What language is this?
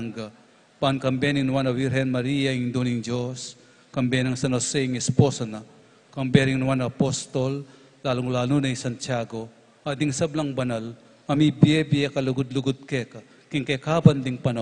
Pampanga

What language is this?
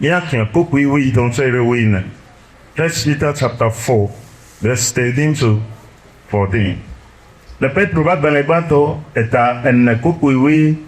Ewe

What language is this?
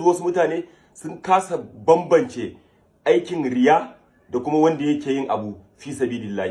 Hausa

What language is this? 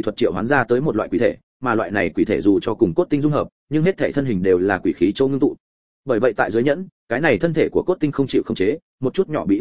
Vietnamese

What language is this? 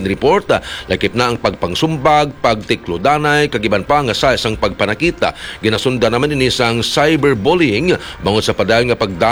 Hiligaynon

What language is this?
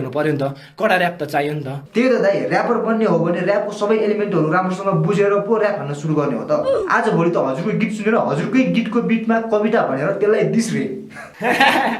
Nepali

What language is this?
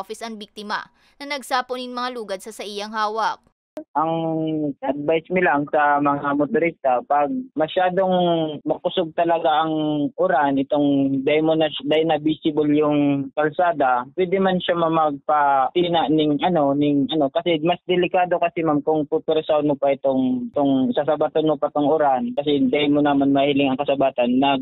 Bikol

